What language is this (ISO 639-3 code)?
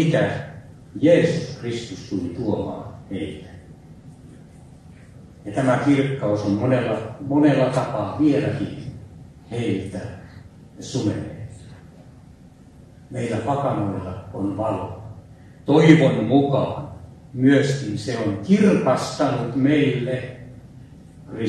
fin